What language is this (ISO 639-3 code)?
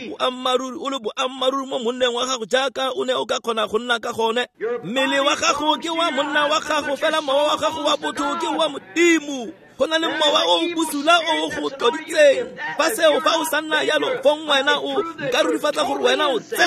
tsn